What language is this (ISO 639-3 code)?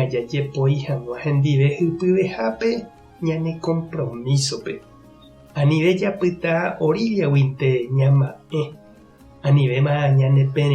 grn